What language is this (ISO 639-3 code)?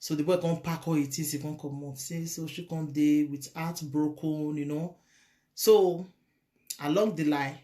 pcm